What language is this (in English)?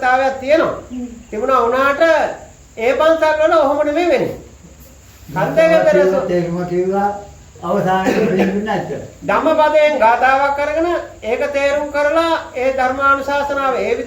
Sinhala